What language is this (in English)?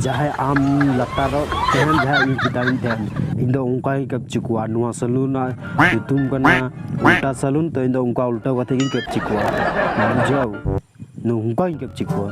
Santali